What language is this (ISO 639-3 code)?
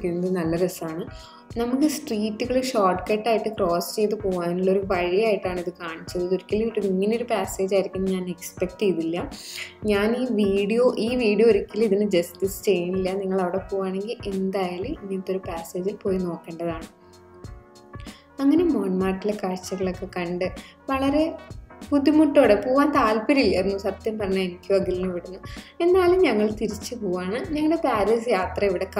mal